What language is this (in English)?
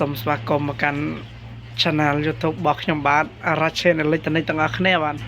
Khmer